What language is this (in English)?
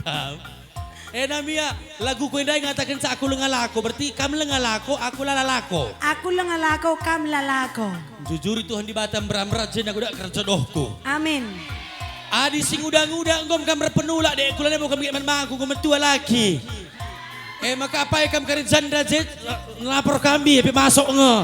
Batak Karo